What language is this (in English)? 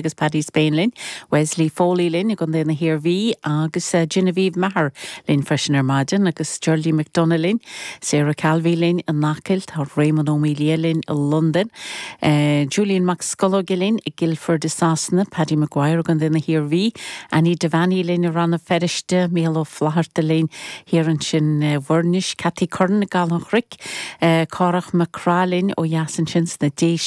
Irish